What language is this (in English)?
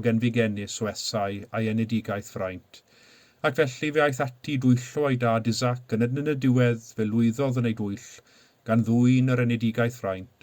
Welsh